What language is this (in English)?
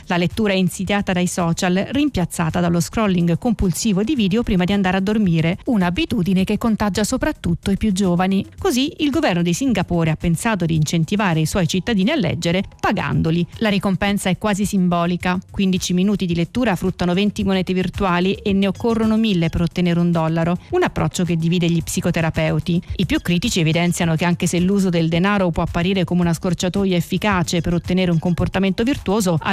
Italian